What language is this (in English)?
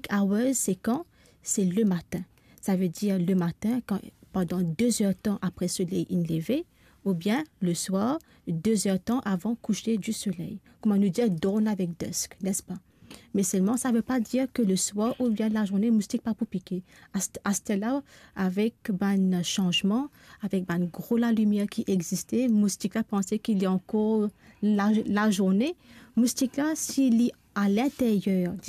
Morisyen